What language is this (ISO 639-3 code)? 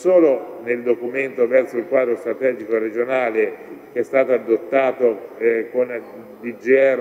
ita